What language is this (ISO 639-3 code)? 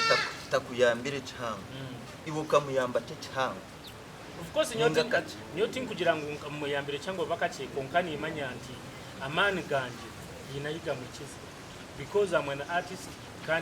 nyn